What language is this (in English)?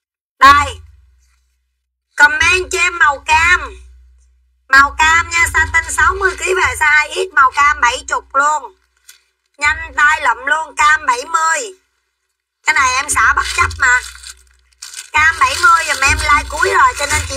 Vietnamese